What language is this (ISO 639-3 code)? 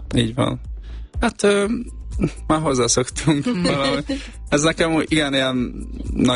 hun